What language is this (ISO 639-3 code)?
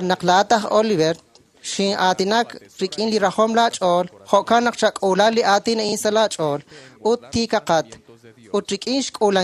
kek